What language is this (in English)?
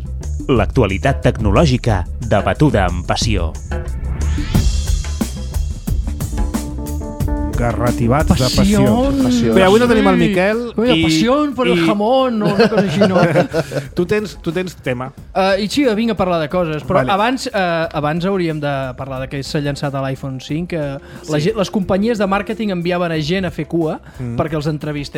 Catalan